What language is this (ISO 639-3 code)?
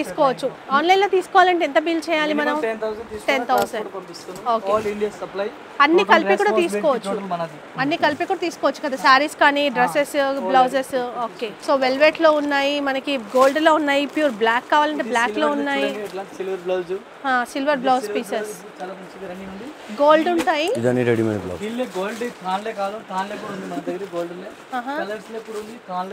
tel